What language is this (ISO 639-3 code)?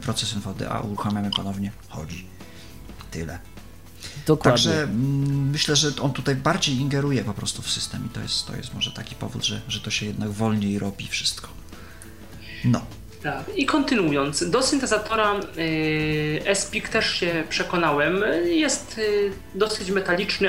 pol